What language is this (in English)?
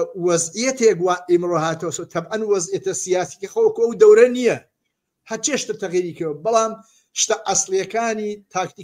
Central Kurdish